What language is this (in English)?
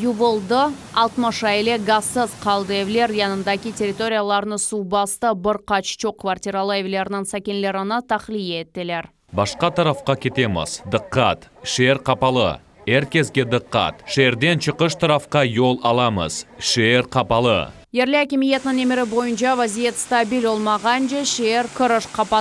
Crimean Tatar